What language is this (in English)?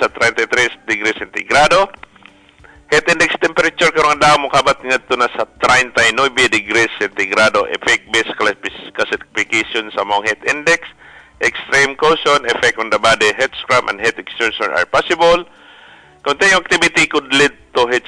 Cebuano